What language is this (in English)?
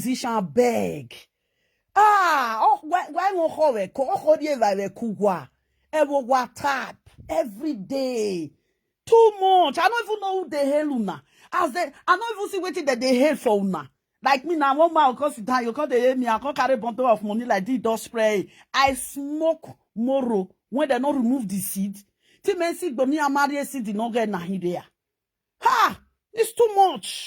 Nigerian Pidgin